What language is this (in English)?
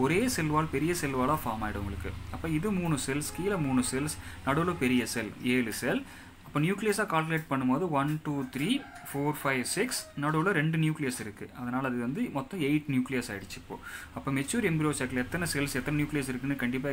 Tamil